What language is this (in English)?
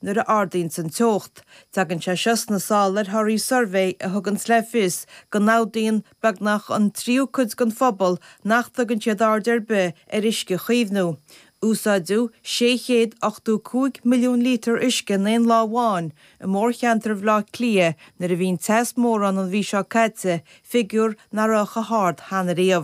Irish